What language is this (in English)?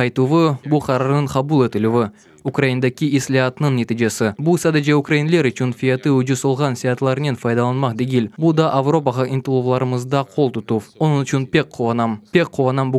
Crimean Tatar